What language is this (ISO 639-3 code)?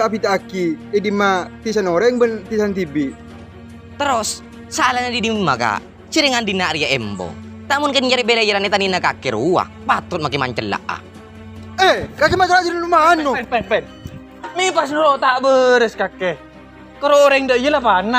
mad